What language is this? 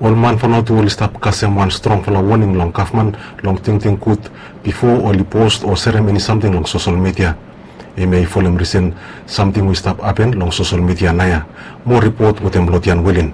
Bislama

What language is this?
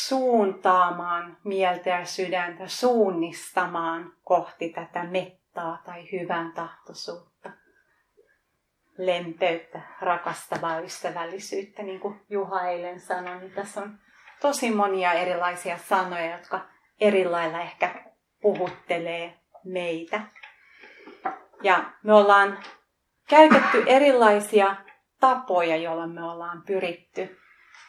Finnish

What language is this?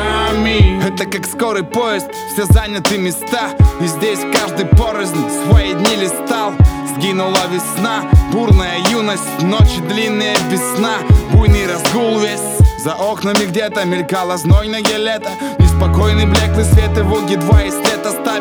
Russian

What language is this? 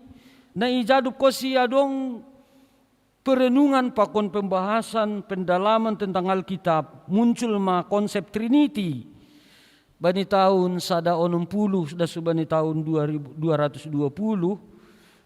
Batak Simalungun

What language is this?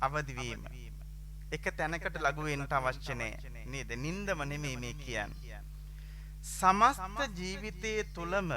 Sinhala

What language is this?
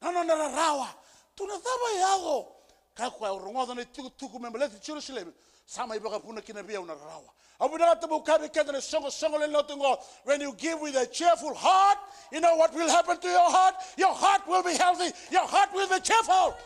Fijian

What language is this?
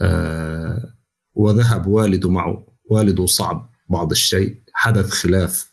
North Levantine Arabic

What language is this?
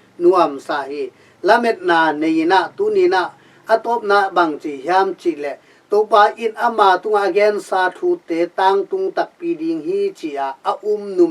Tedim Chin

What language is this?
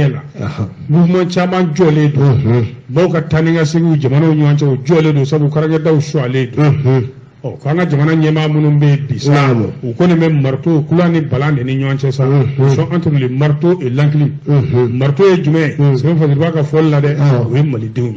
Bambara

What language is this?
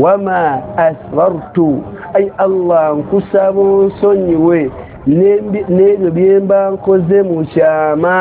Ganda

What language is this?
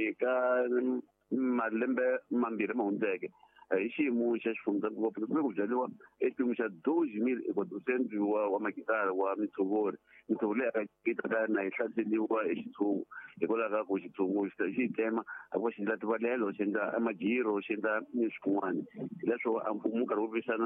Tsonga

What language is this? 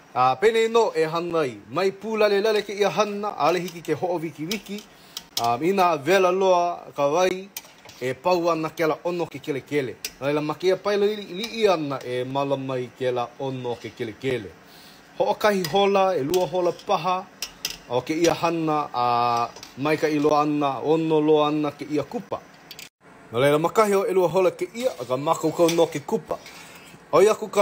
Hawaiian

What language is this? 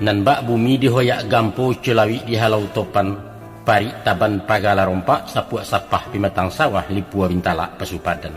Minangkabau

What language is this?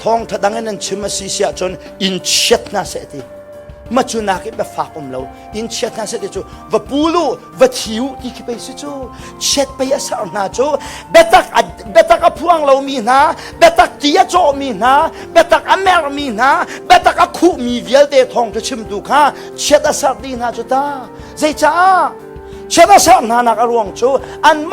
Hakha Chin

